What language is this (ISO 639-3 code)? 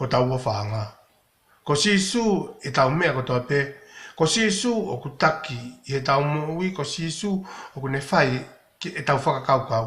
ton